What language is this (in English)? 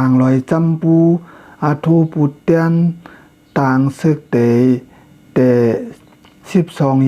Shan